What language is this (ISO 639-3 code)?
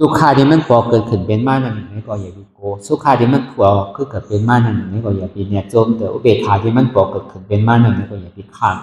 shn